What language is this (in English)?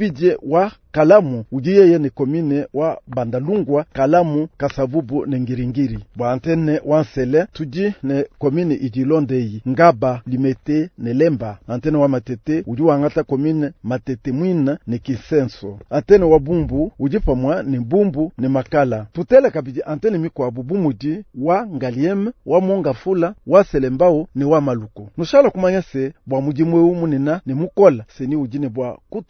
Luba-Lulua